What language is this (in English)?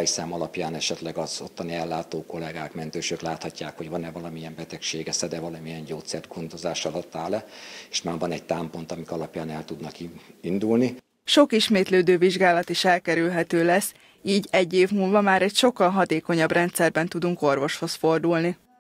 Hungarian